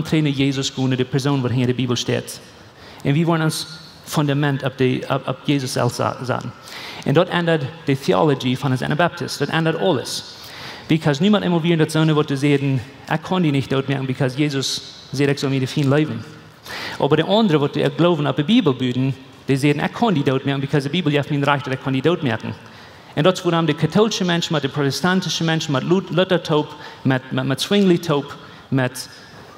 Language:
Plautdietsch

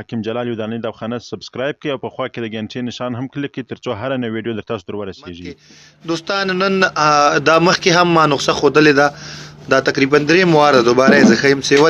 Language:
Pashto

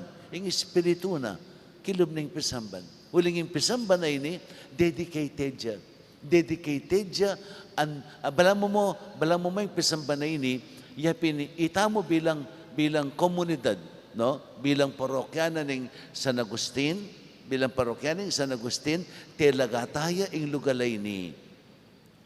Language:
Pampanga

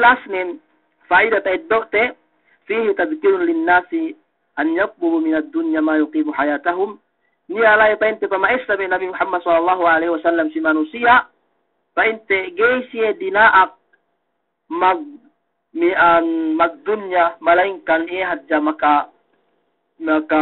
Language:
Yakan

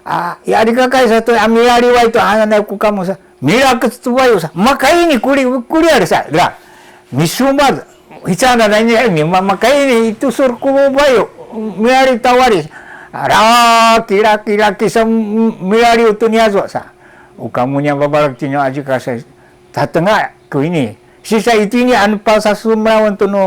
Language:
Sakizaya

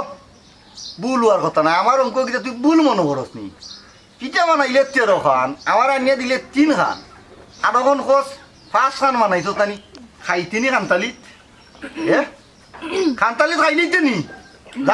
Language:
Sylheti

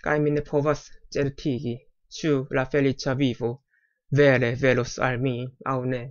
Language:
Esperanto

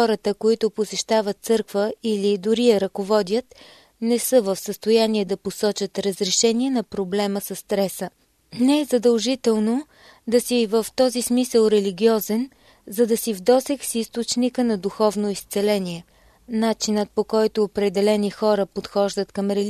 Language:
Bulgarian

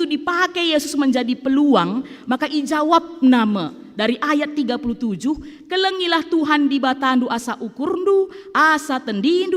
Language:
Batak Karo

